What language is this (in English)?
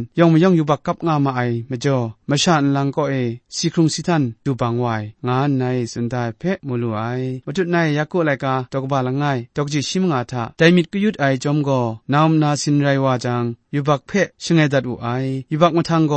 Kachin